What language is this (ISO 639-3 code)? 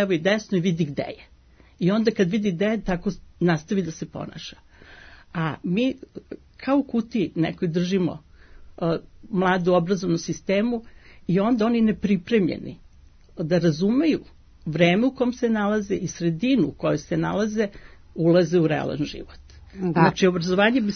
srp